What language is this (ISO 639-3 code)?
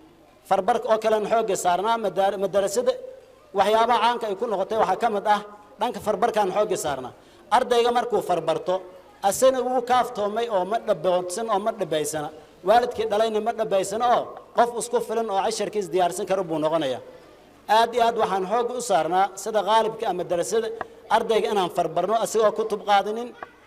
som